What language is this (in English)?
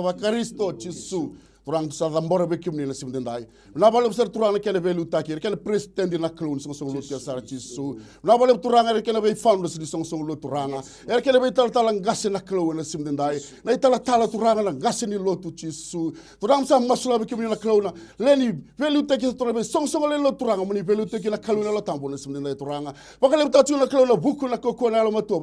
Fijian